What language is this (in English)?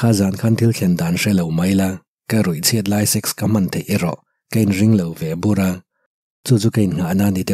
Mizo